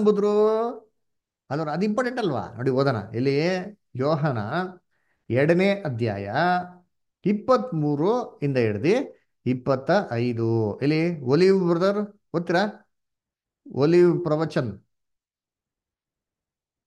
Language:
Kannada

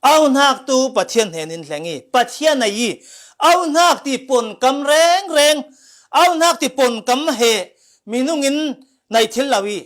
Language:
Falam Chin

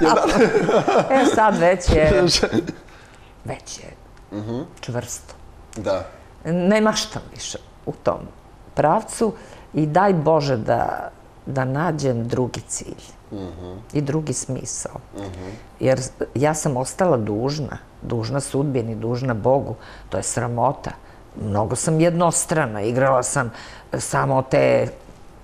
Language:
Serbian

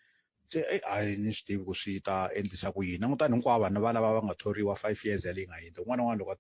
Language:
Tsonga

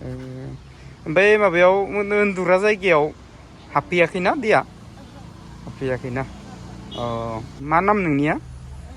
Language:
Bodo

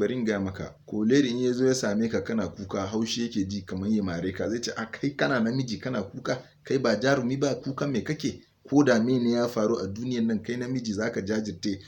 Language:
Hausa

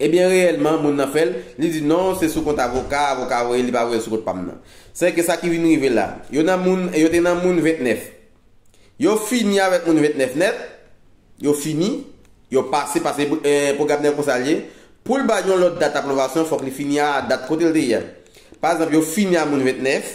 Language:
Haitian Creole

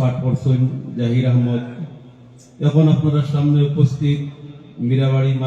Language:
Sylheti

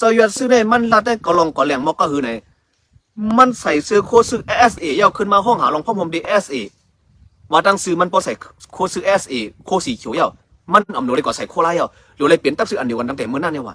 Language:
Shan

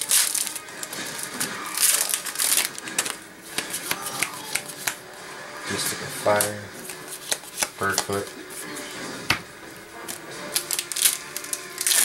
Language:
English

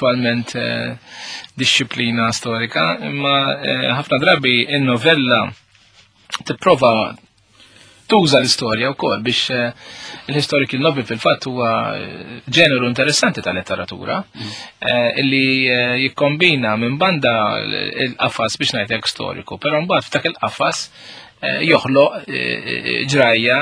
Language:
Maltese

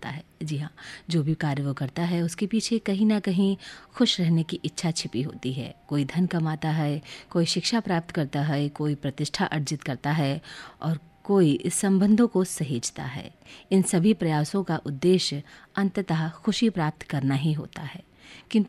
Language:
Hindi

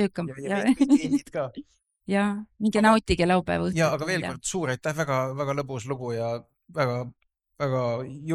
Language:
Estonian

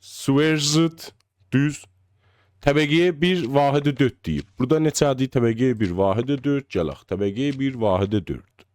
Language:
South Azerbaijani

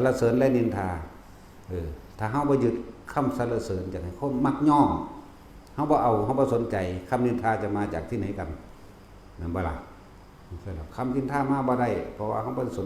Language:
Northeastern Thai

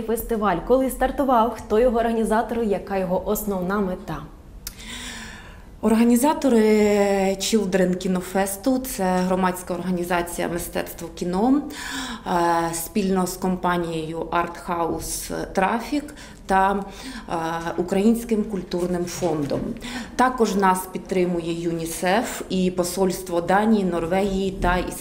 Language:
Ukrainian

